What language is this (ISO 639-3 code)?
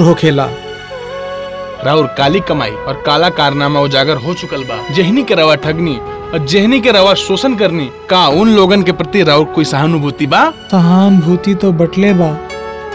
bho